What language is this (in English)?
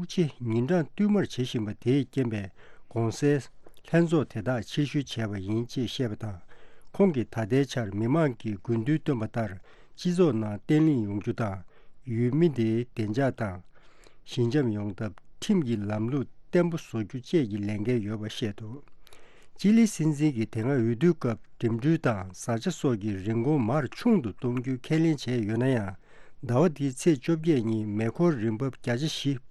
Tibetan